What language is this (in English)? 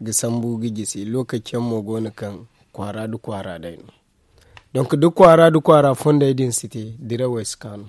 Zarma